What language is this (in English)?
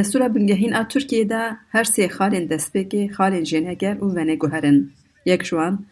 Kurdish